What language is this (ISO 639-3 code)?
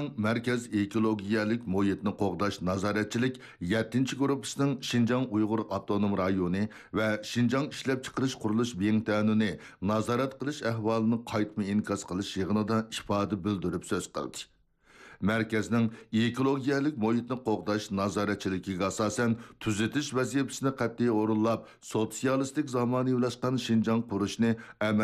uig